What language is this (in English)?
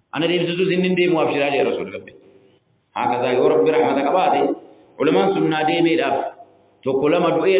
Oromo